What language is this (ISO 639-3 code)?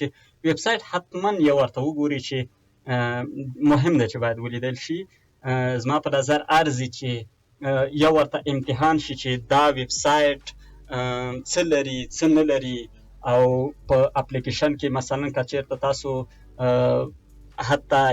pus